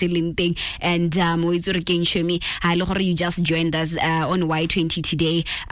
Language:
Tswana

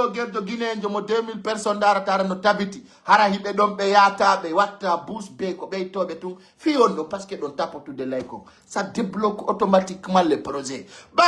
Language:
Fula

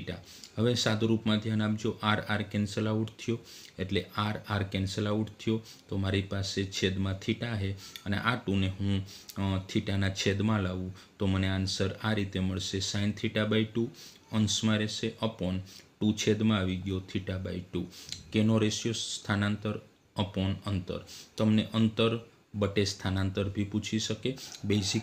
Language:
Gujarati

